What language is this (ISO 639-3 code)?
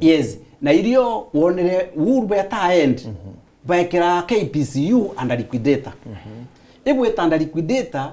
mer